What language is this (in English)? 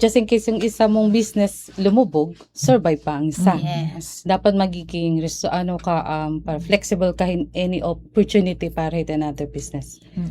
Waray